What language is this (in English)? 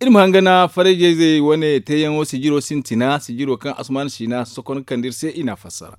Zarma